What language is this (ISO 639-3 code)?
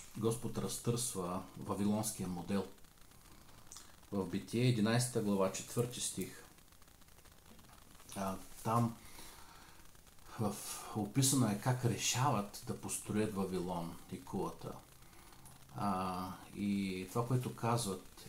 bul